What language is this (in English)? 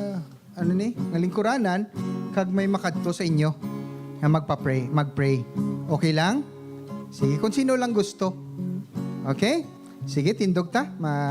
Hiligaynon